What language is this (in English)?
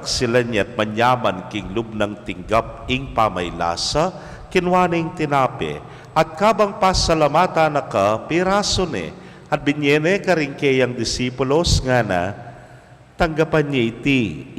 Pampanga